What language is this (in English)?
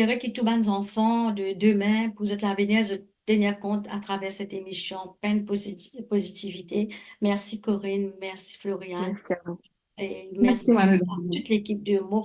Morisyen